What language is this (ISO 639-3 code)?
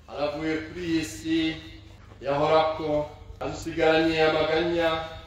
run